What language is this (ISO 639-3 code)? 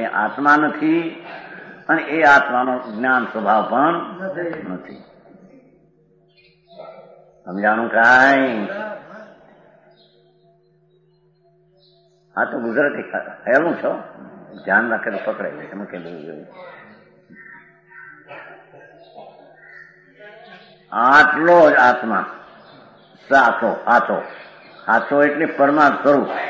guj